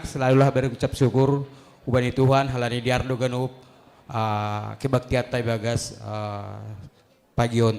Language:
Batak Simalungun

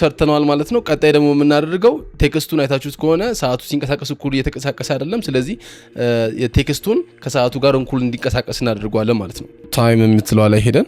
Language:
Amharic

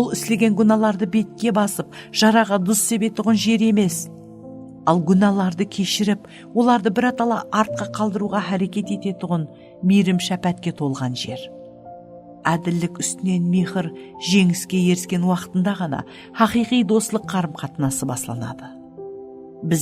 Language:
Kara-Kalpak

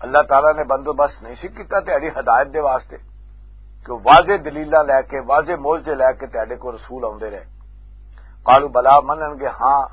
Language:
Western Panjabi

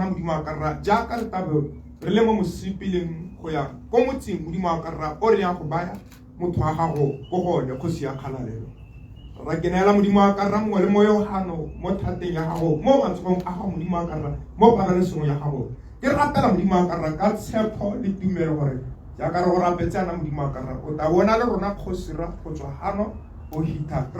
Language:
Tswana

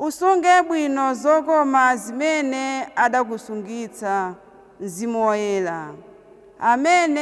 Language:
Nyanja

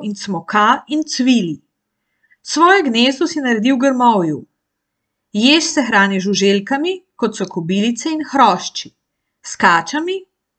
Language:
Slovenian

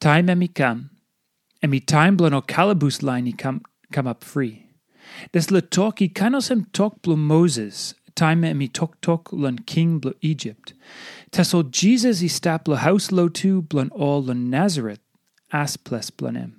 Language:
Tok Pisin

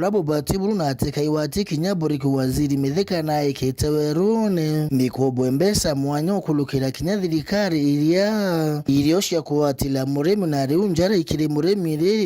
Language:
Meru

